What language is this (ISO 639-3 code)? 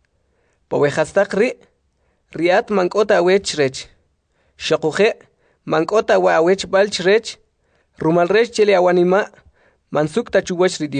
quc